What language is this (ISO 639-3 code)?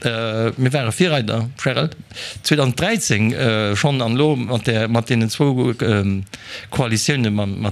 ltz